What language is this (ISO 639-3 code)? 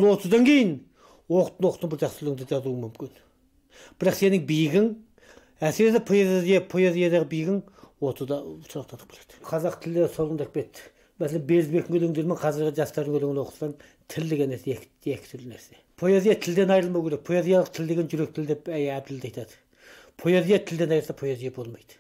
kaz